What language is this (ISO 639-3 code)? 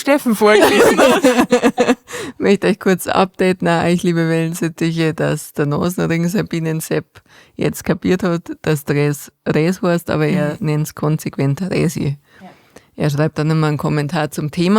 bar